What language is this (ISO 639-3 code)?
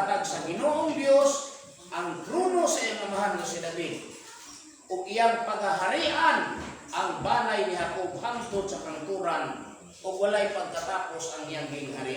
ceb